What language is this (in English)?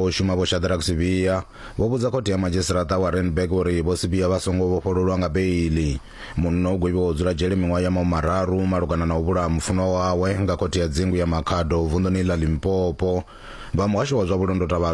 Venda